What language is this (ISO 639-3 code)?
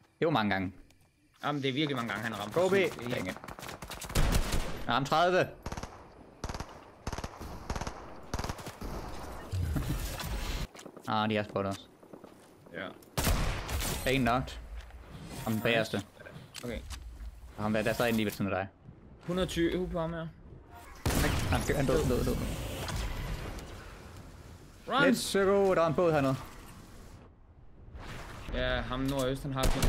dan